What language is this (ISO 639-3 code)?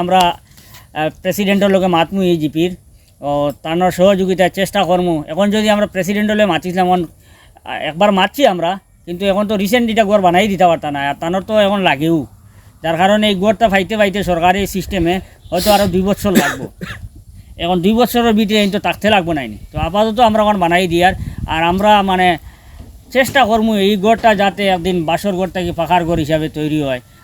syl